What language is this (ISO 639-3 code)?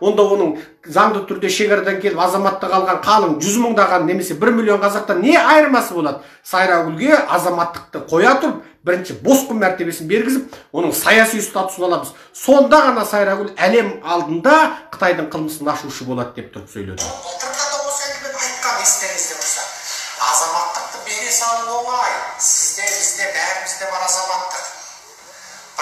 kaz